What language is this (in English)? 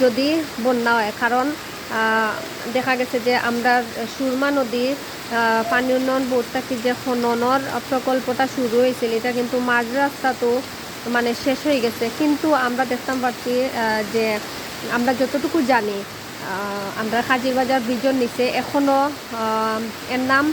Sylheti